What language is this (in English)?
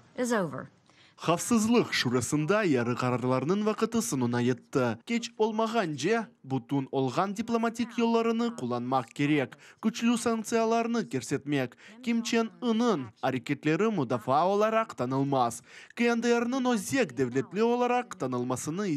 Crimean Tatar